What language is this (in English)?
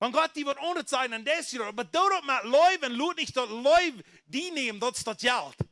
Plautdietsch